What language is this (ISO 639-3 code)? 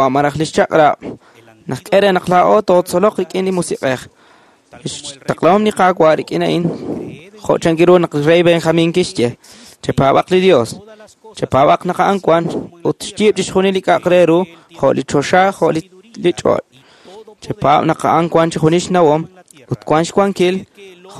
kek